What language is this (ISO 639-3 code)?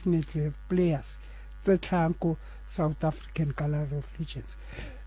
sot